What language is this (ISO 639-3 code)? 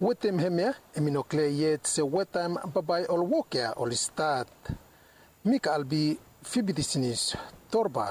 bis